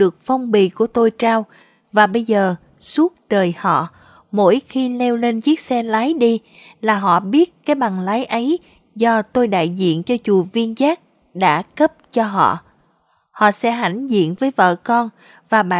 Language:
Vietnamese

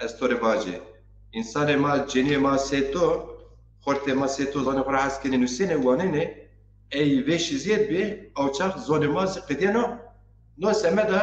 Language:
Zaza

